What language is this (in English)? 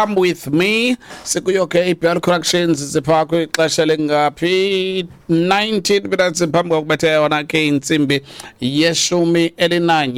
Xhosa